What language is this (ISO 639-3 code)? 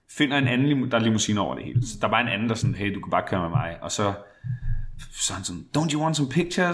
dan